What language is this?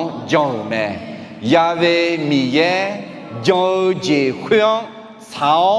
Akha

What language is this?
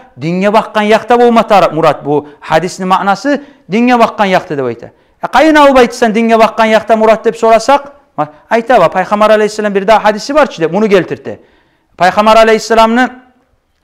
Kumyk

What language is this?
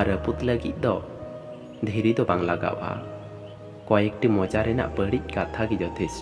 Santali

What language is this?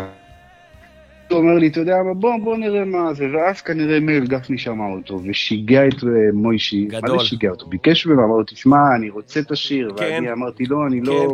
Hebrew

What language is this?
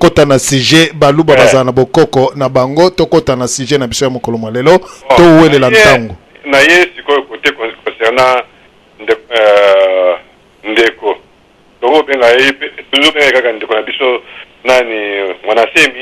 Lingala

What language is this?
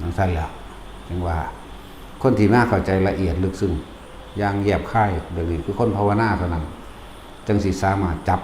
Northeastern Thai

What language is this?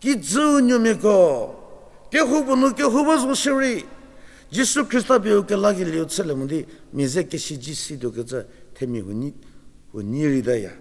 Angami Naga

